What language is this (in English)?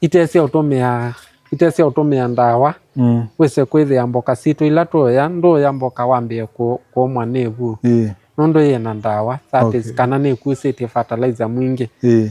Kamba